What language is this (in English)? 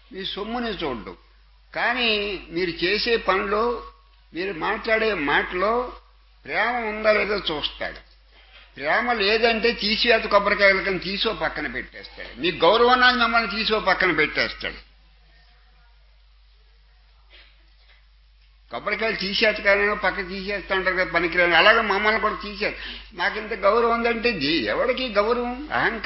Telugu